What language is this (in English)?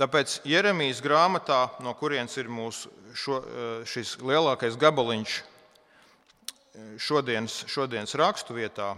Latvian